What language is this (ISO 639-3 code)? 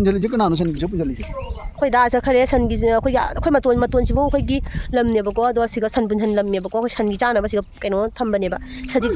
mni